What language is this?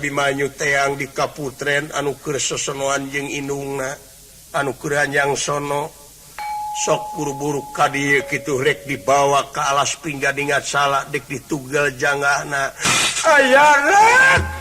Sundanese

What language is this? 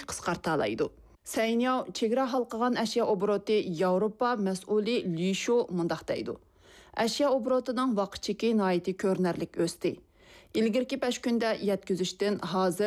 Uyghur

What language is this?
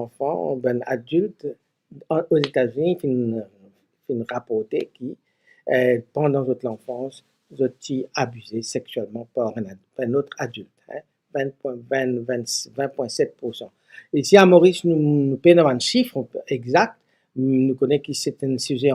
Morisyen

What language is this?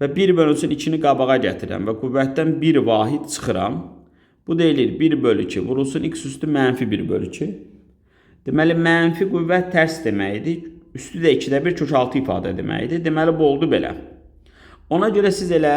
Azerbaijani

